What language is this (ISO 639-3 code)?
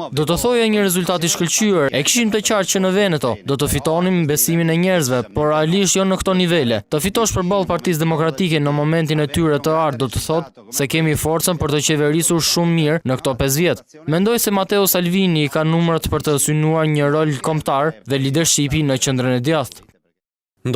sqi